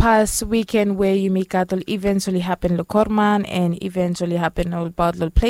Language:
Bislama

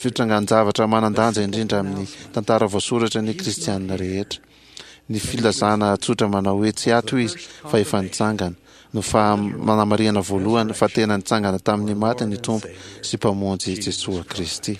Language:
Malagasy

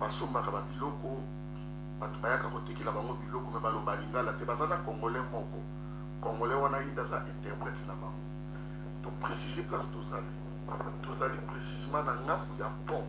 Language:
Lingala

